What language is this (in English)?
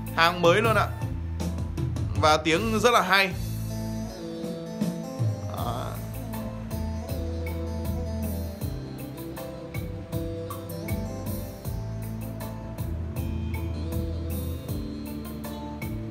Vietnamese